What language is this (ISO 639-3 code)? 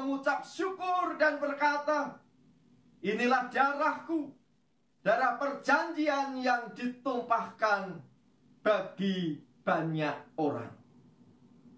ind